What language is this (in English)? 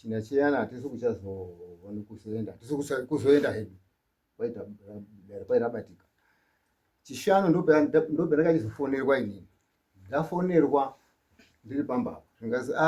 Shona